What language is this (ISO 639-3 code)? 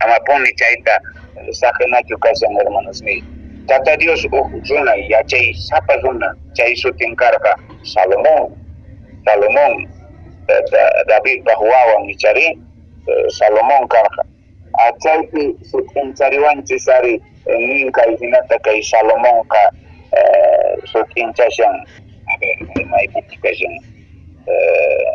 que